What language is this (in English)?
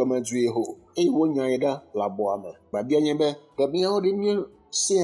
Ewe